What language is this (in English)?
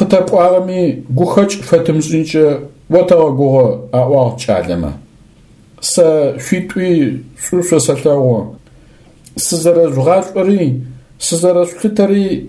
Adyghe